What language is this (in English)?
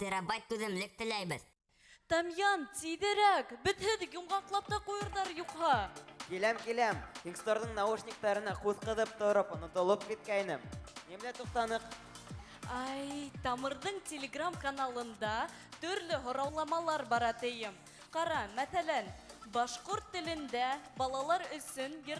Bashkir